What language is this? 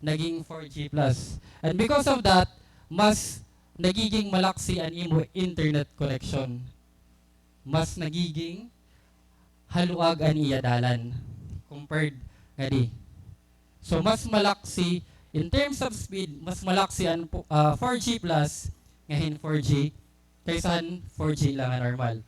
Waray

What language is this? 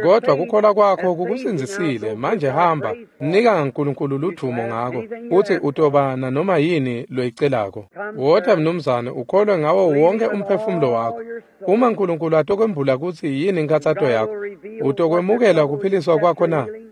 Swati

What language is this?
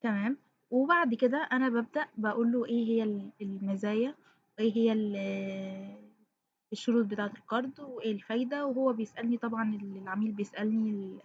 Egyptian Arabic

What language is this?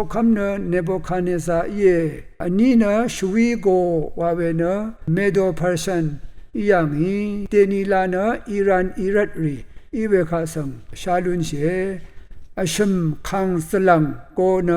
Rawang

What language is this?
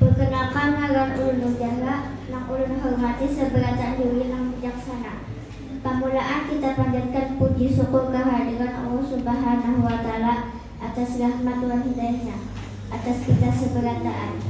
Banjar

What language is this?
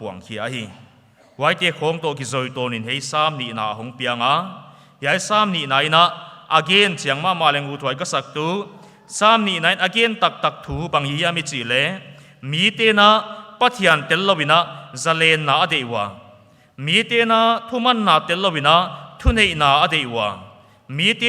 Paite Chin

